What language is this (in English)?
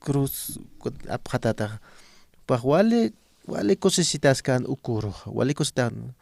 Aymara